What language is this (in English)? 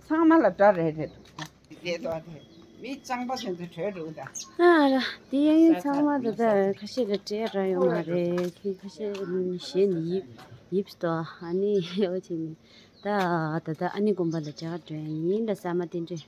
Tibetan